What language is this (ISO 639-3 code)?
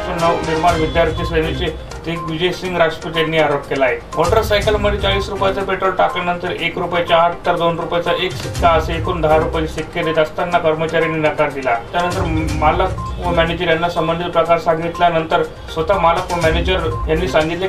mar